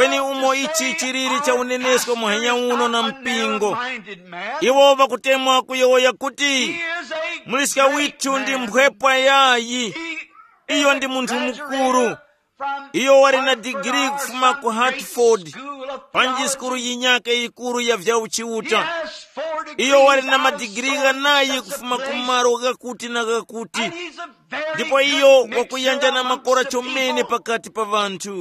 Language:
Tumbuka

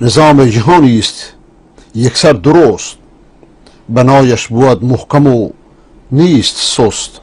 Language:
Persian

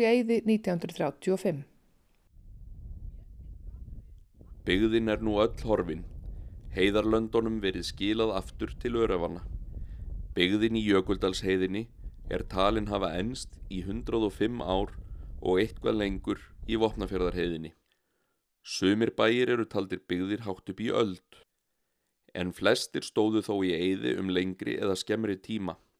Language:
Icelandic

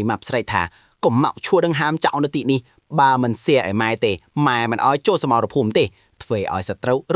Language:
Khmer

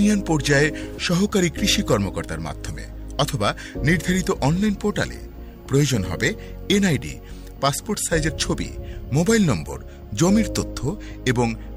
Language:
Bangla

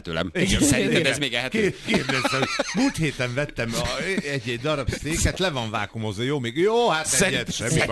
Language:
Hungarian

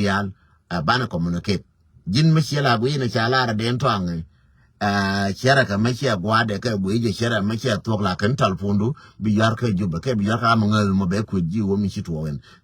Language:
Nuer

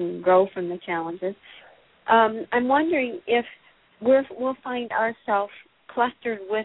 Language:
English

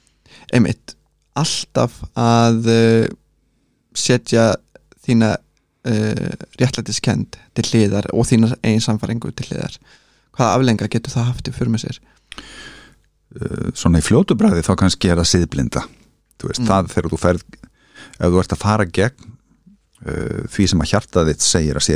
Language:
Icelandic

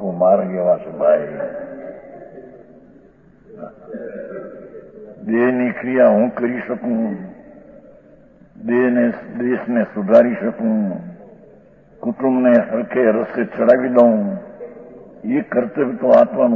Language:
Gujarati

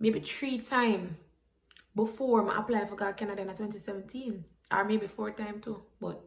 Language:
Jamaican Creole English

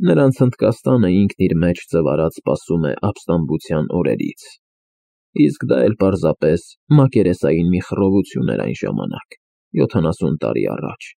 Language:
Armenian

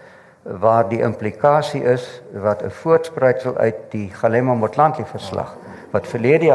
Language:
Afrikaans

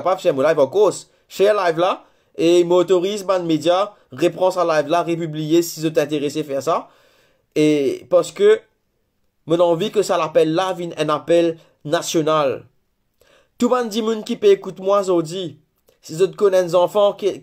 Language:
Morisyen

